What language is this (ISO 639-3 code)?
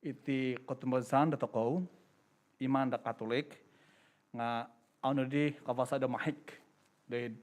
dtp